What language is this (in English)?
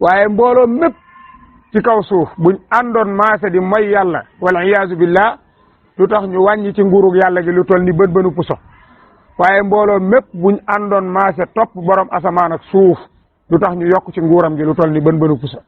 Wolof